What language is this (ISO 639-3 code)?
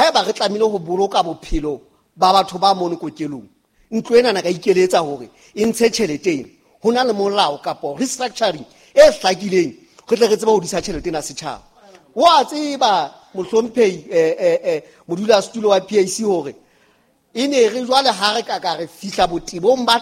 sot